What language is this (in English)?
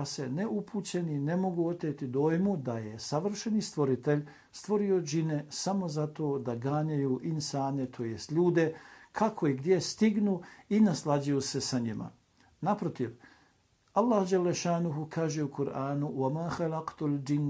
Bosnian